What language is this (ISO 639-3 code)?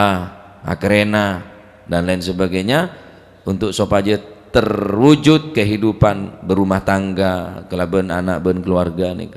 mad